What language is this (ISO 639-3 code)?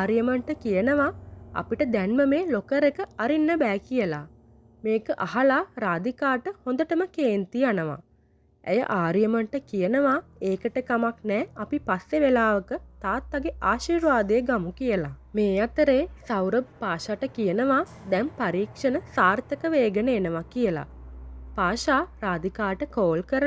sin